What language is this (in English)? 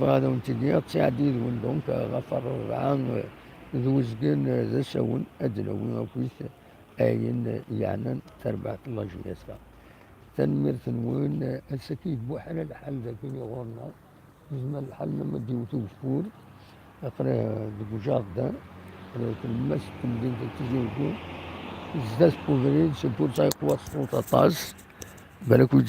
Kabyle